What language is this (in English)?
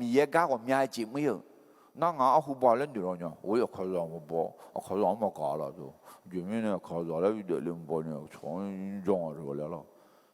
Akha